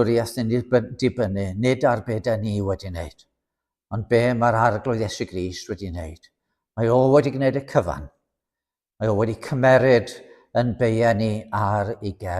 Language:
Welsh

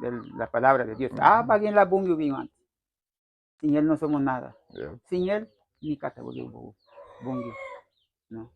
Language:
Garifuna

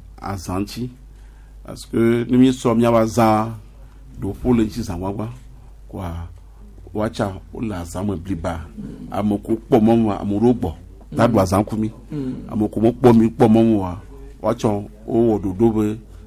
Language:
Gen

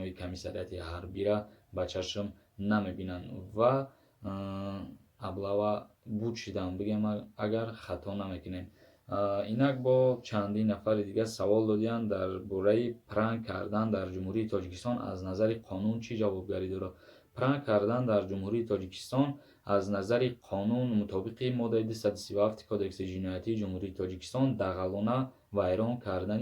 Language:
Tajik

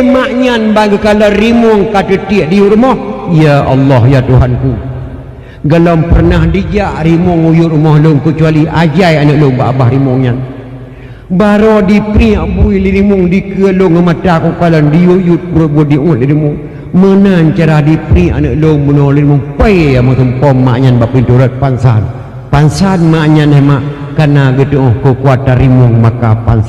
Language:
Achinese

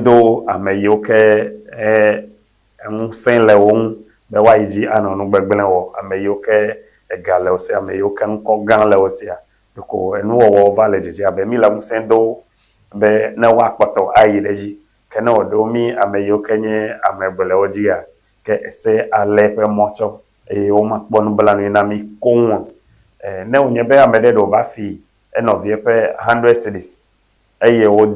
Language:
Ewe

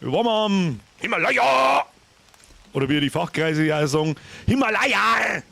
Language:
Bavarian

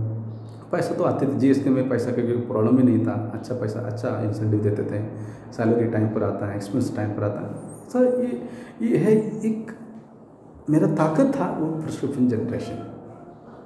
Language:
Hindi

